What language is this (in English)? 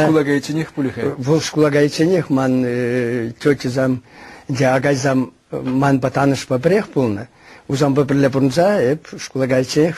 Chuvash